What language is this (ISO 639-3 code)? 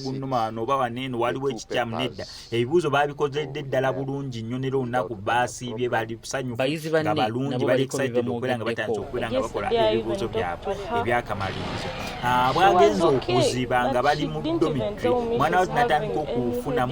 lug